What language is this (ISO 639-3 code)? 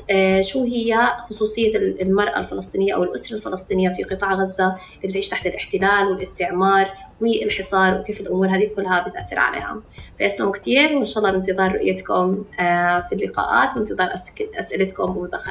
apc